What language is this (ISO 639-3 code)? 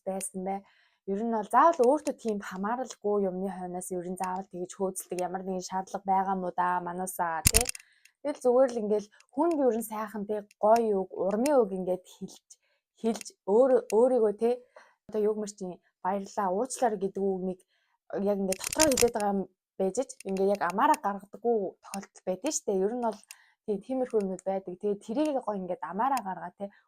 mon